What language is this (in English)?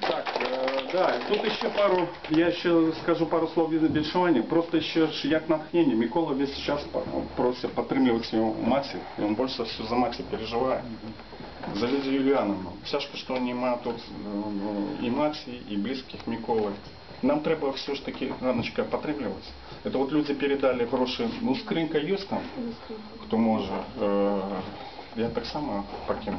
Belarusian